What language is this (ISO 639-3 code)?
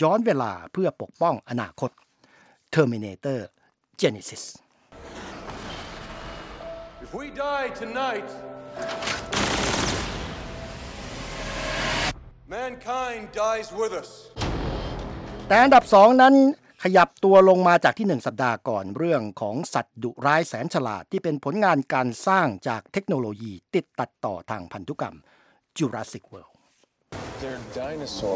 tha